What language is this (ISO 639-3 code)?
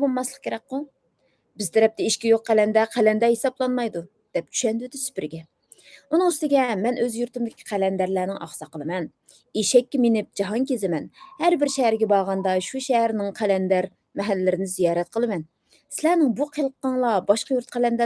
uig